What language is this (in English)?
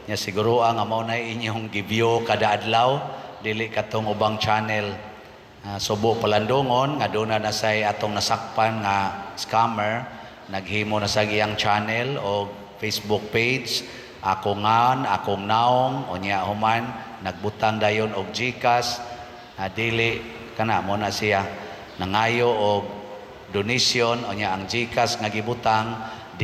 Cebuano